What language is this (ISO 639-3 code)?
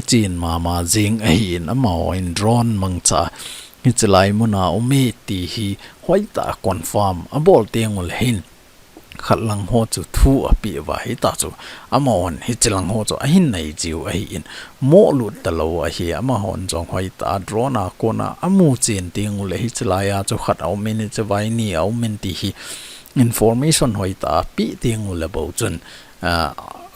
tcz